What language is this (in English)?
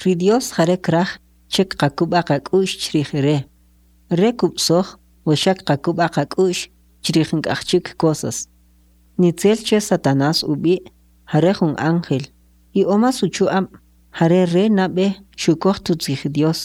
Kʼicheʼ